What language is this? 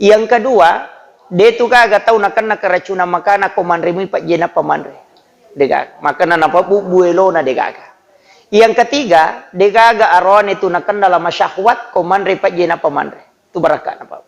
Buginese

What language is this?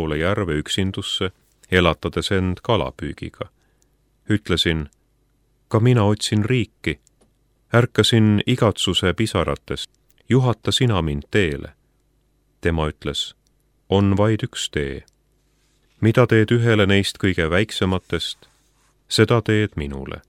Estonian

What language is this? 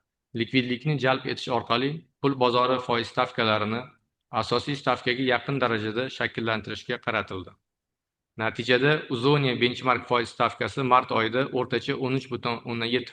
Uzbek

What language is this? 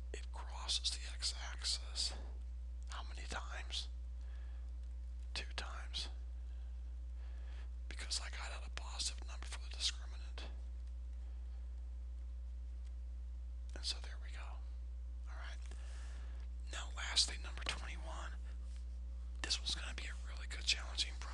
English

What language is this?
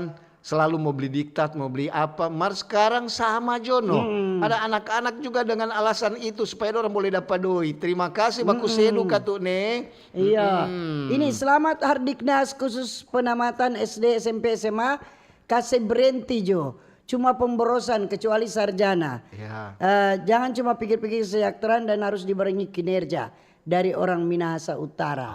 Manado Malay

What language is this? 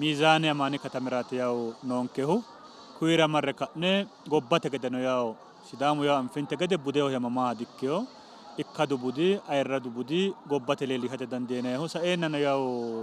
Sidamo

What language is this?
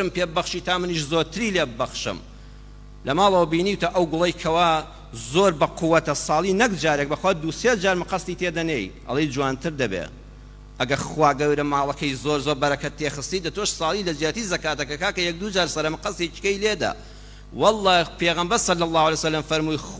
Central Kurdish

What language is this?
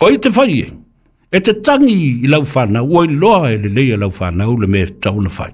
Samoan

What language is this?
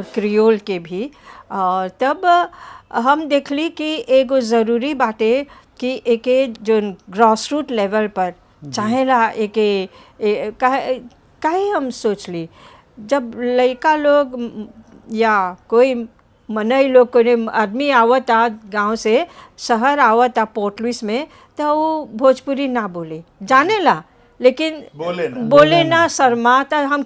Bhojpuri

